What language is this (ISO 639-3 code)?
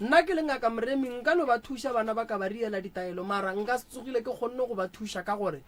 nso